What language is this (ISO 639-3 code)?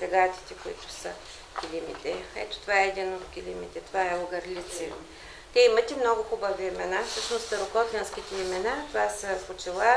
bul